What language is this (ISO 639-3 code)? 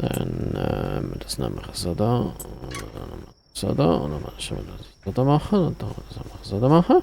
gsw